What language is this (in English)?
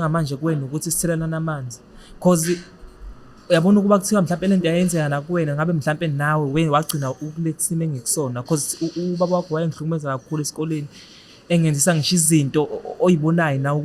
Zulu